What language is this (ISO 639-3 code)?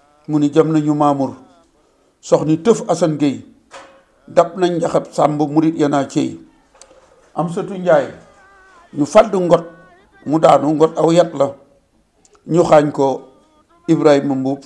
wol